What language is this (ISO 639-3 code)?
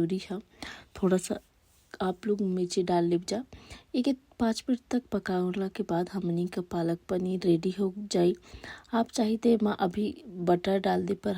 bho